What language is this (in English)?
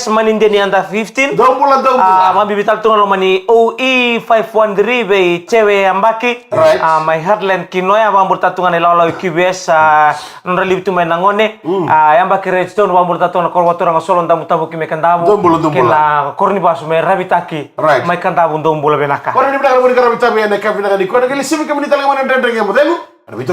Fijian